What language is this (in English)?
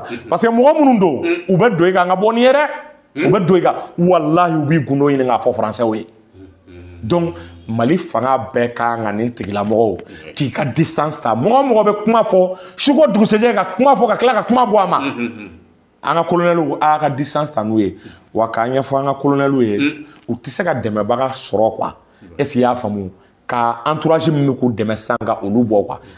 Bambara